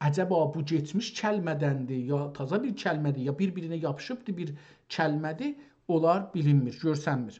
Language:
South Azerbaijani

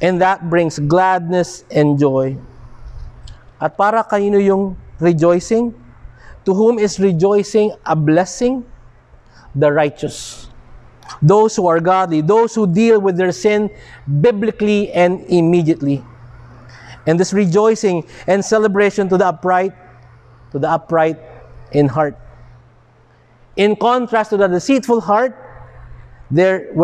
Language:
Filipino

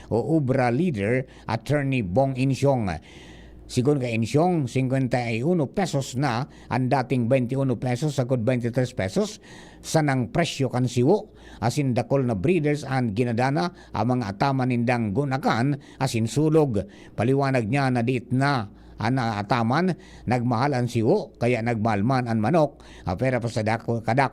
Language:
Bikol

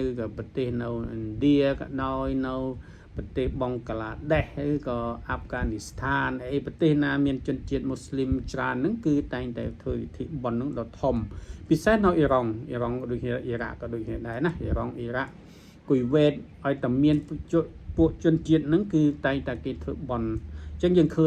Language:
Khmer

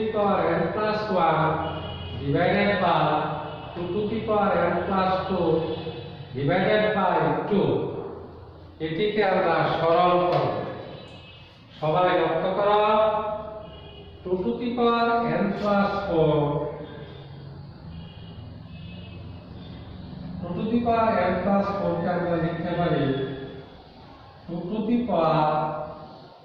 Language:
Bangla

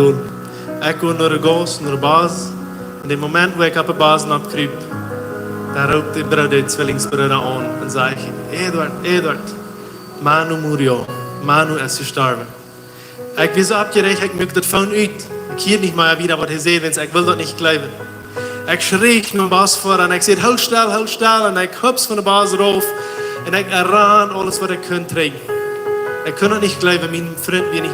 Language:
Plautdietsch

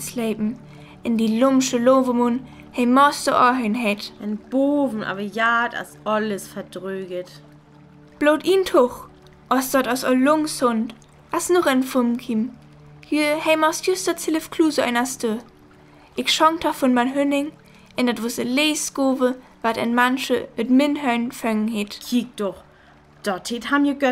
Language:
Northern Frisian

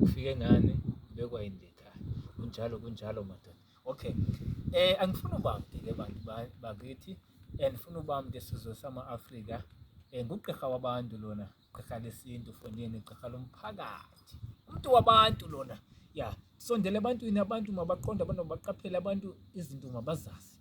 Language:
Zulu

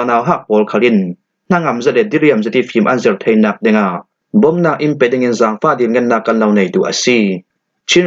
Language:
Falam Chin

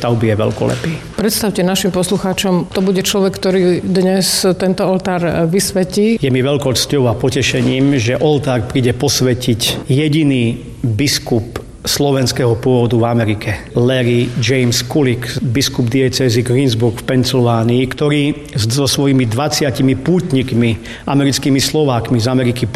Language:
Slovak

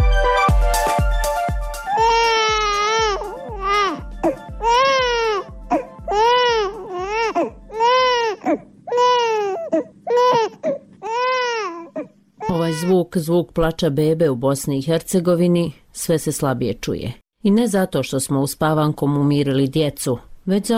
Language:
Bosnian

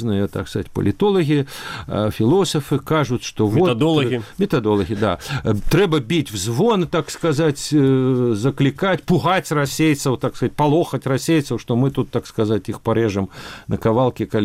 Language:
Belarusian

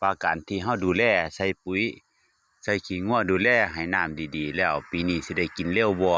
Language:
Northeastern Thai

